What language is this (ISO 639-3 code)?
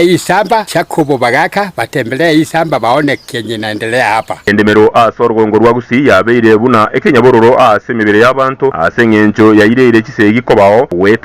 guz